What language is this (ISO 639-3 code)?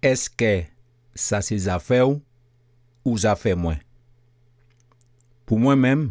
gcf